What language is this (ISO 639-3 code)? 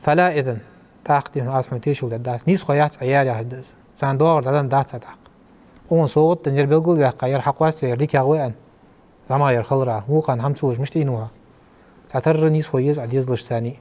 inh